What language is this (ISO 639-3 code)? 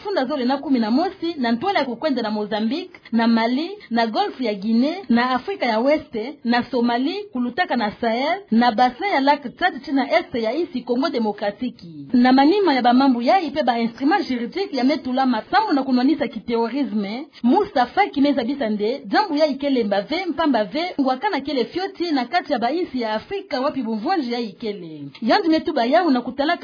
ktu